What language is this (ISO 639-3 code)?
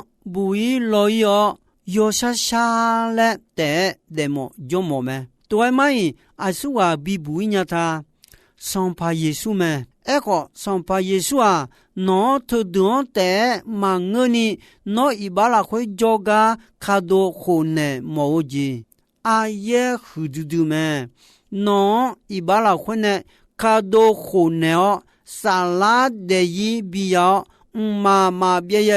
ahk